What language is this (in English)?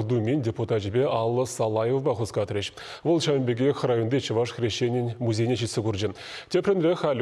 Chuvash